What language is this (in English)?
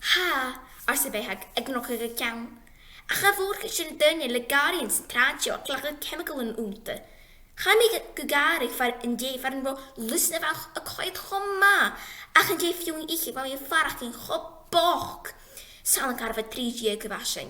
Scottish Gaelic